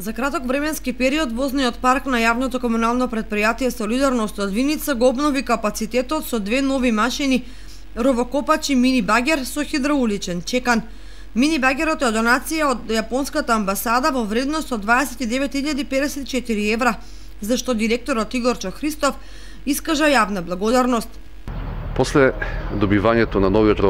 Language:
Macedonian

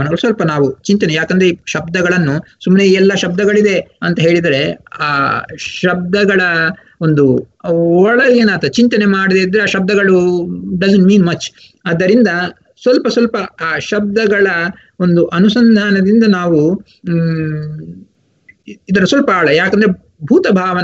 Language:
Kannada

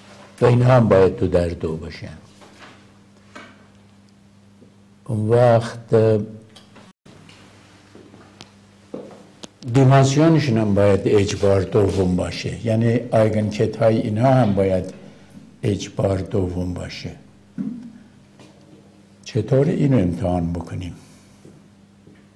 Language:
Persian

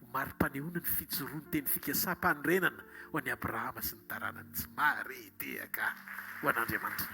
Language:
Malagasy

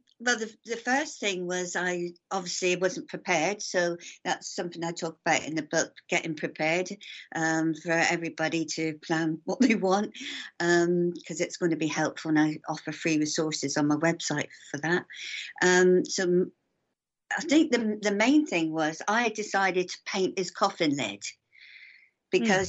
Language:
English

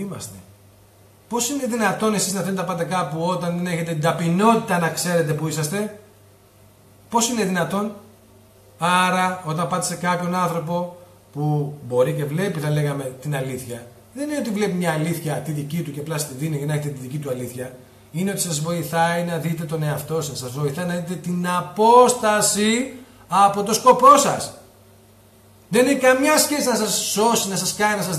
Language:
Greek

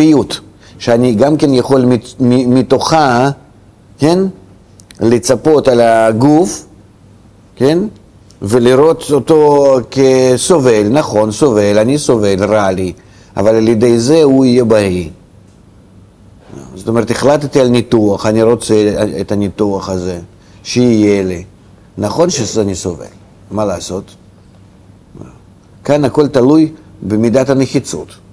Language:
Hebrew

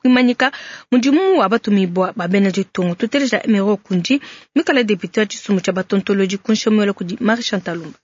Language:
Luba-Lulua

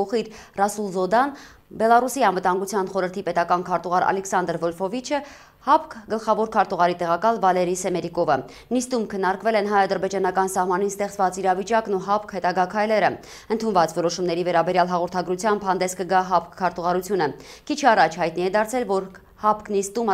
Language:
Armenian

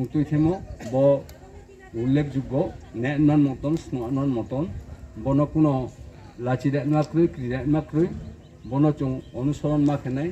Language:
Riang (India)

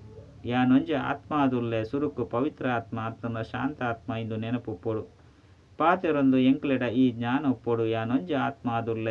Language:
Tulu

